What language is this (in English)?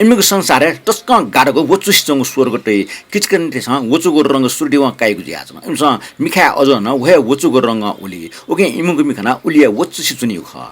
Newari